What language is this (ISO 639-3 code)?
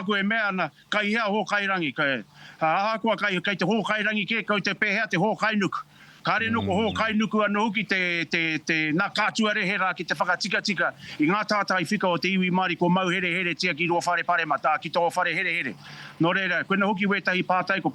mri